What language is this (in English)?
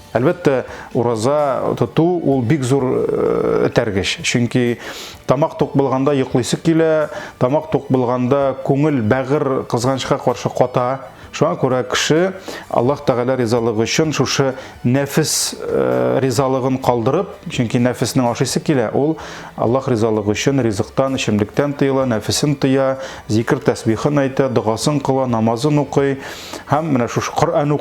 Tatar